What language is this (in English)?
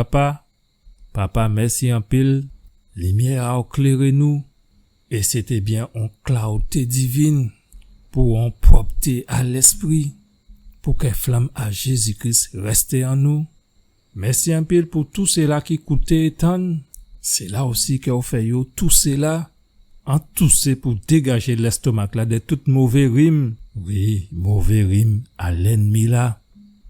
Guadeloupean Creole French